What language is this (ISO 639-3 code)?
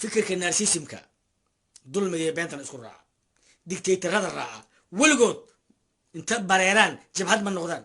som